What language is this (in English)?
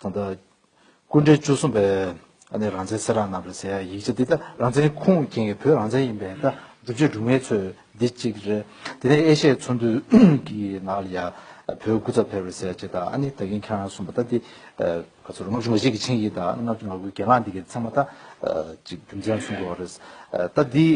Tibetan